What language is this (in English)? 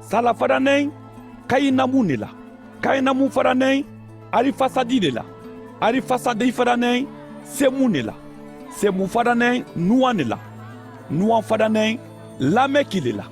Mandingo